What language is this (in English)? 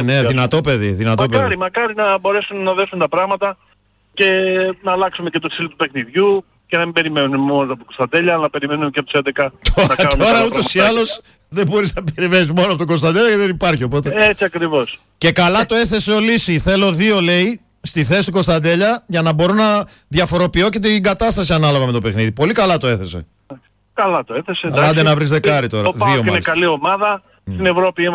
Greek